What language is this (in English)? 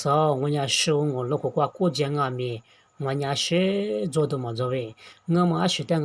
Lisu